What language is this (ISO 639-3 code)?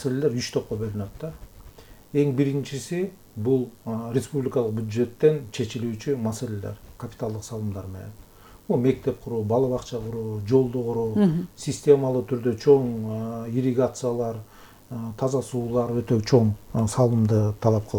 kir